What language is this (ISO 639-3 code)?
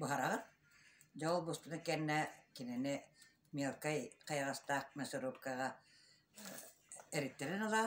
sah